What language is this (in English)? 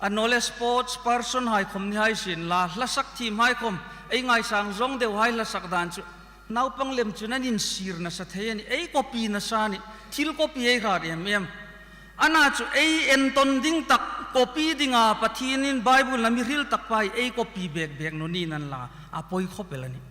Hmar